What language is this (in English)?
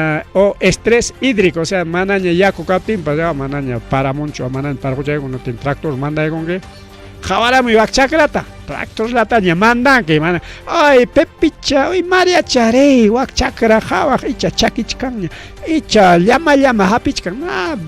Ayacucho Quechua